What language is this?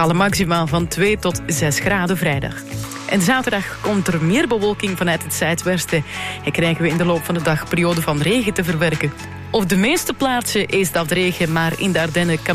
Dutch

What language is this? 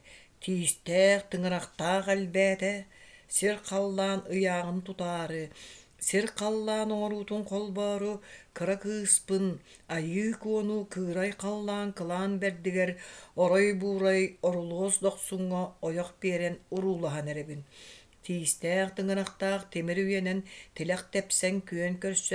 Yakut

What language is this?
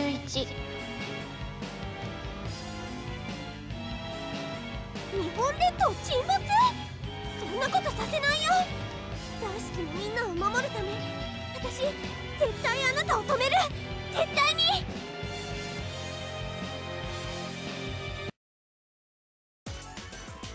Japanese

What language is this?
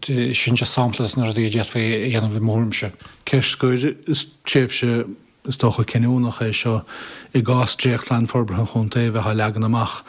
Irish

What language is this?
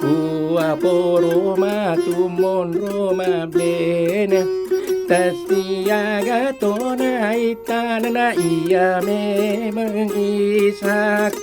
Buginese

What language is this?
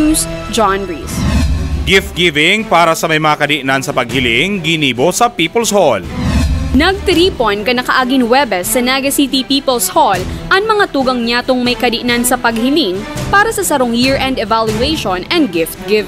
Bikol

